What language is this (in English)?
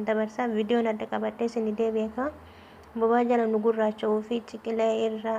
Oromo